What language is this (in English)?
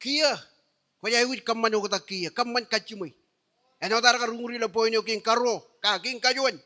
Marshallese